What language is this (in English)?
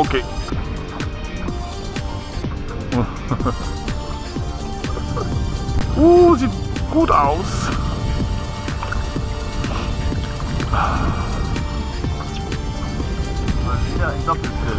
German